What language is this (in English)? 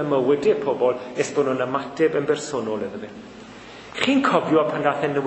Welsh